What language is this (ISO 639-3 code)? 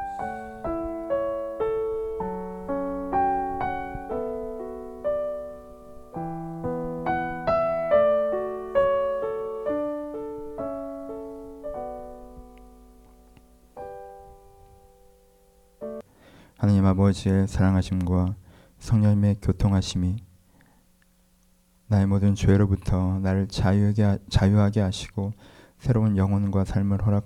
kor